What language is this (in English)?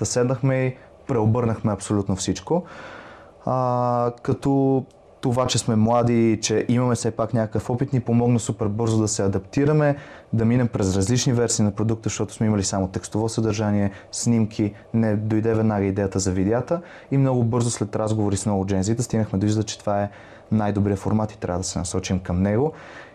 Bulgarian